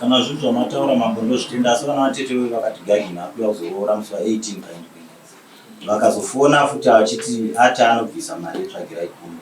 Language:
Shona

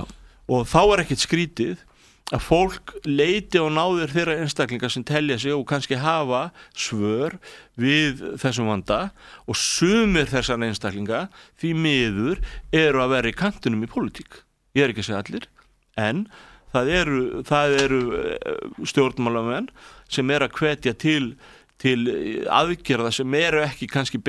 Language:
Icelandic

